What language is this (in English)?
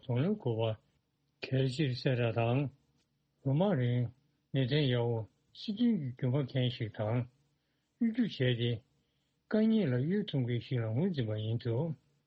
Tibetan